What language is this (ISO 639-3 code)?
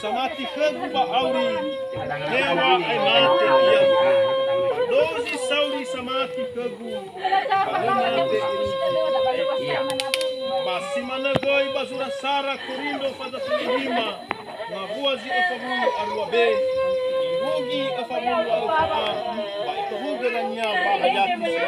nia